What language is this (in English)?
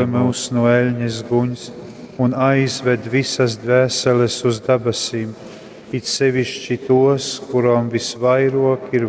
Latgalian